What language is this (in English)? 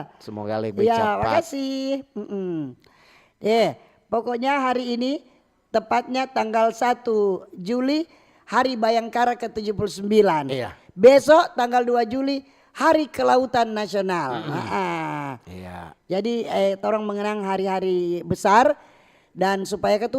Manado Malay